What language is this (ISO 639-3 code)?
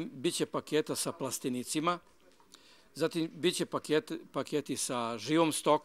srp